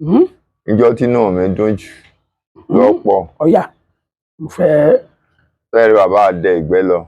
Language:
Yoruba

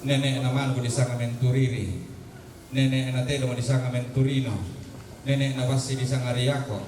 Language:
Toraja-Sa'dan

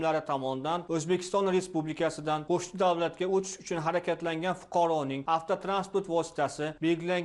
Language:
Uzbek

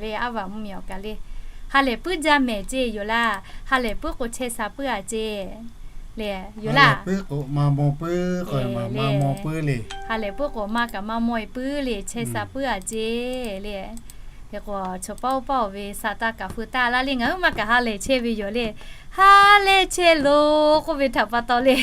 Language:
Lahu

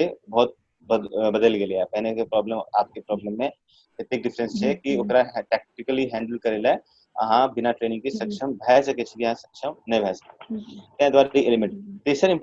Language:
Maithili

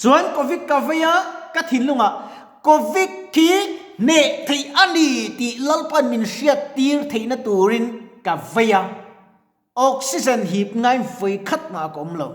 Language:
Mizo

